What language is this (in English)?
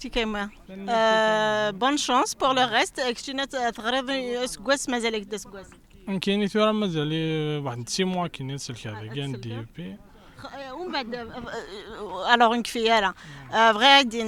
Kabyle